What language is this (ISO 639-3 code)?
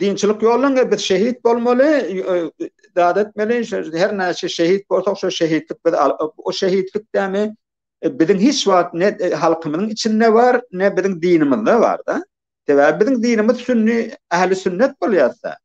tuk